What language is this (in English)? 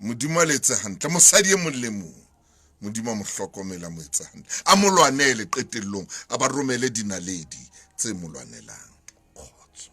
Southern Sotho